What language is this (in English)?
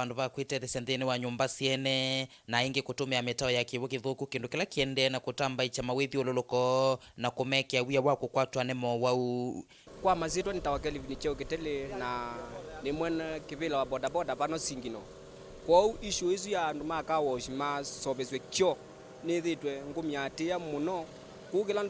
Kamba